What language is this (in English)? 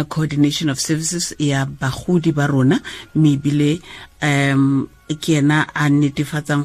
Tswana